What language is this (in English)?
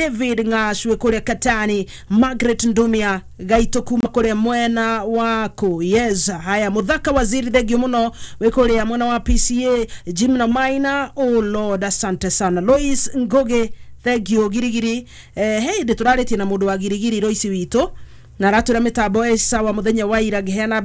Kikuyu